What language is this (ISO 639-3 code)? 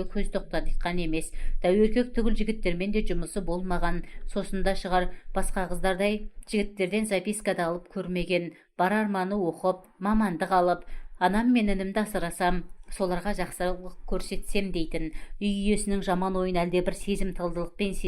kaz